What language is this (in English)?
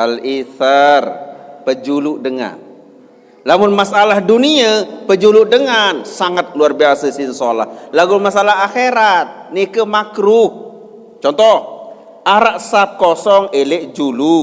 Sasak